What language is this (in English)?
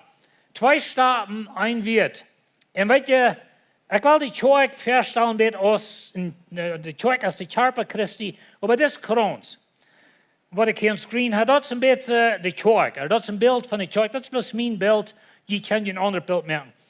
Plautdietsch